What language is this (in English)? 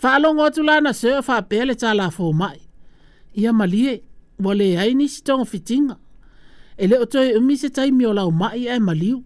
Samoan